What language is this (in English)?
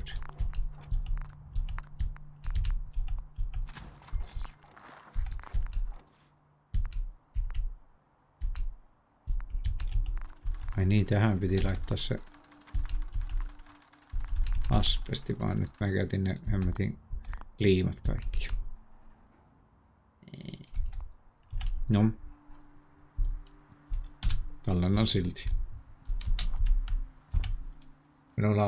Finnish